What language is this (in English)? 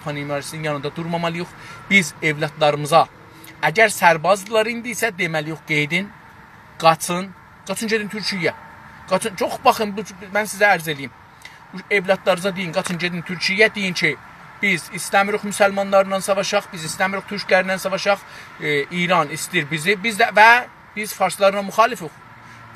South Azerbaijani